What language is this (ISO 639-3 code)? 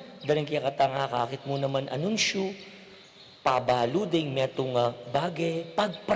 pam